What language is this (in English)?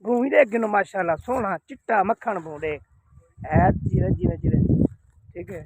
Saraiki